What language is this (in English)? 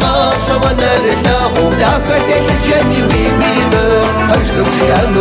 Kabardian